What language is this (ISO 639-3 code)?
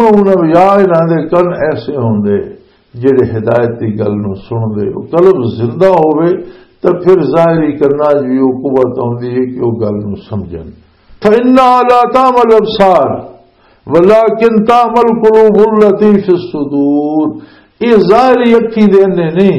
lah